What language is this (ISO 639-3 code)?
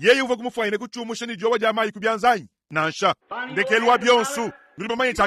lua